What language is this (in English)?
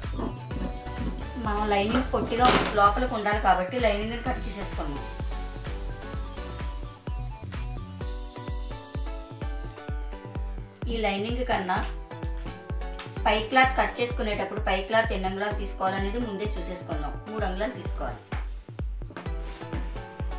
Telugu